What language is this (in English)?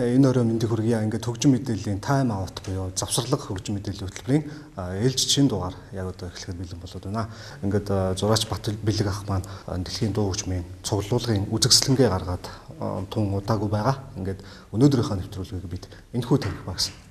Mongolian